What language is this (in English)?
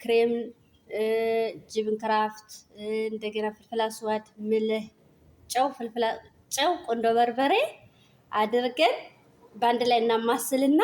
Amharic